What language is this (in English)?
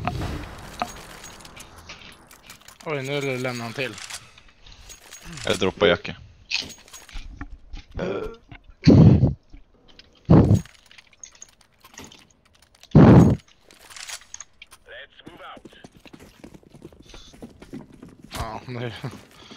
Swedish